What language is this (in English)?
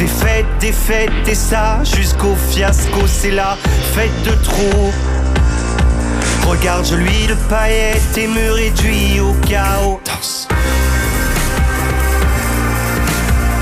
French